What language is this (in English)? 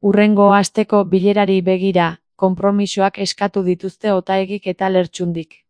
Basque